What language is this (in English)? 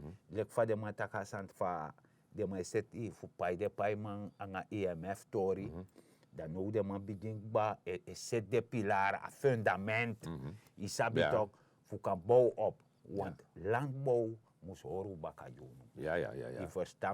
Sranan Tongo